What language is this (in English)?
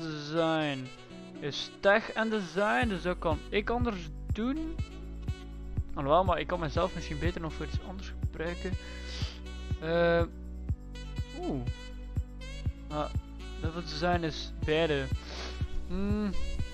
Dutch